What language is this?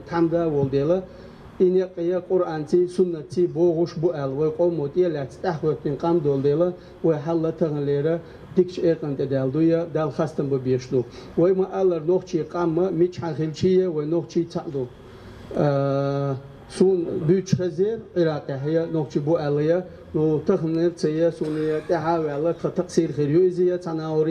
Chechen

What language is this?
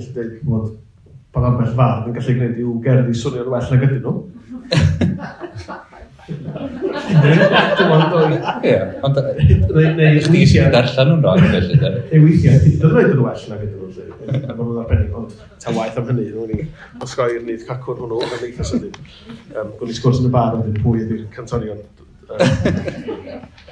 Welsh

